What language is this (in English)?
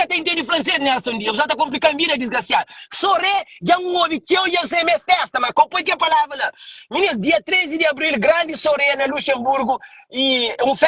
Kabuverdianu